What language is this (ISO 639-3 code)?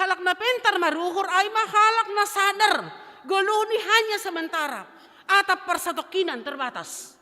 bts